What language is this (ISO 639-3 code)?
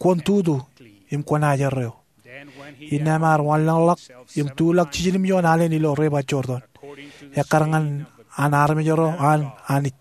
mah